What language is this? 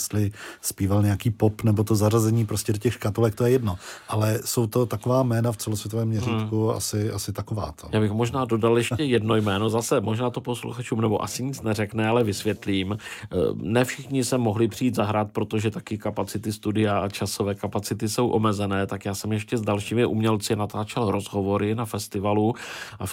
Czech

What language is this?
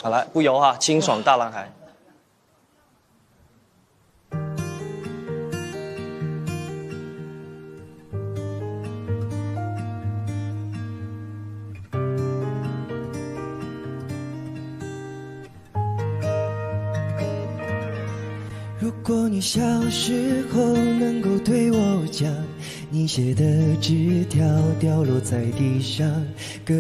Chinese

